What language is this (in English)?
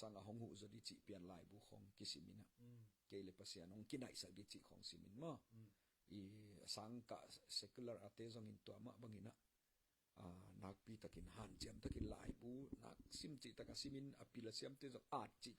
Tedim Chin